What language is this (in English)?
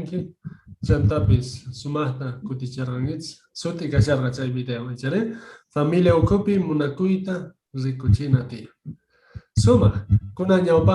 South Bolivian Quechua